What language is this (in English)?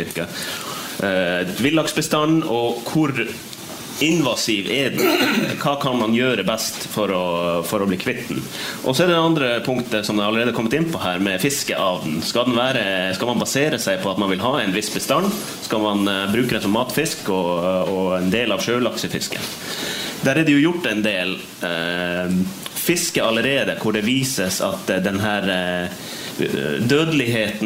Norwegian